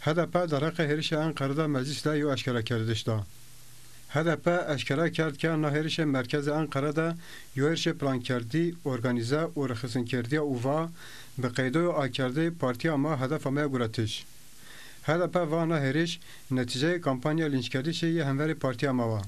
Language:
Zaza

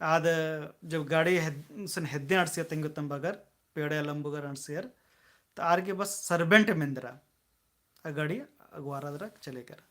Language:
Kurukh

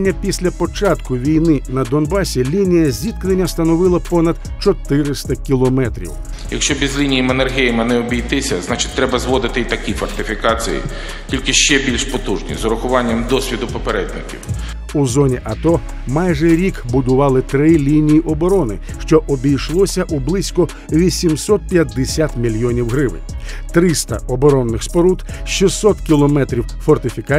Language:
Ukrainian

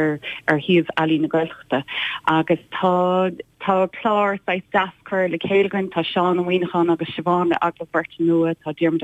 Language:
Irish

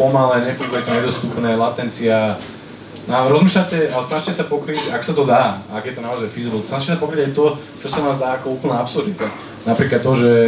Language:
Slovak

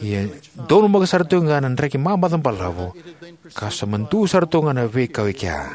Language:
Fijian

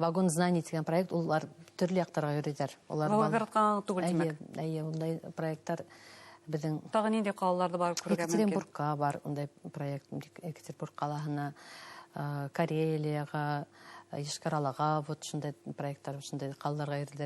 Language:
Bashkir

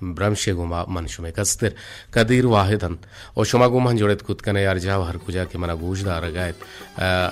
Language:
Baluchi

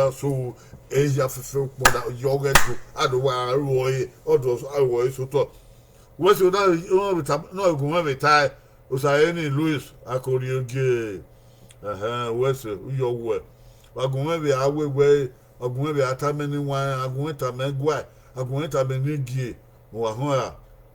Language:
Bini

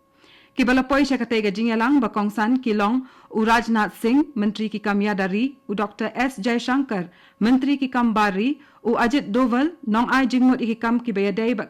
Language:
Khasi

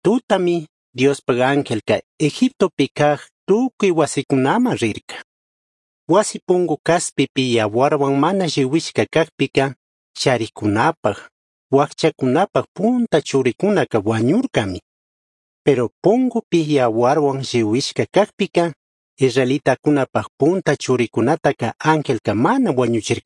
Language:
Chimborazo Highland Quichua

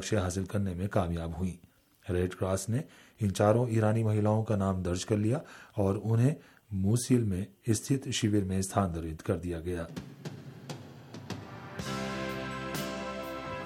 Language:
Hindi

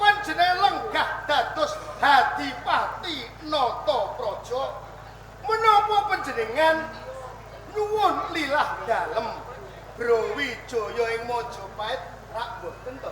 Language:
Javanese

